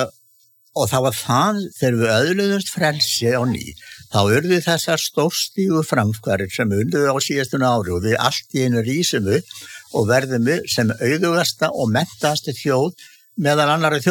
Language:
Icelandic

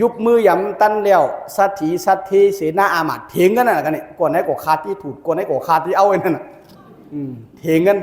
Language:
Shan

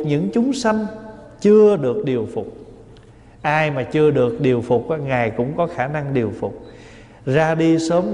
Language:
Vietnamese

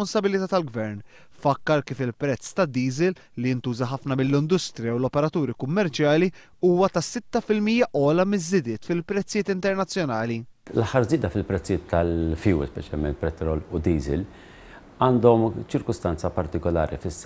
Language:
Maltese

